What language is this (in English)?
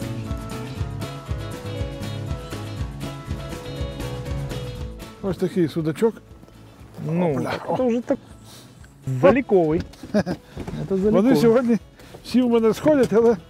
Ukrainian